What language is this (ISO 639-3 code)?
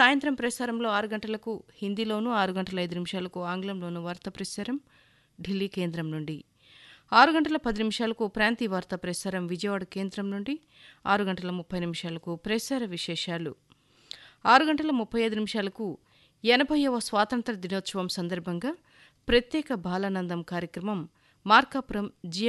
tel